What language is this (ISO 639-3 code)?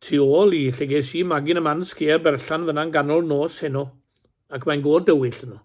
cym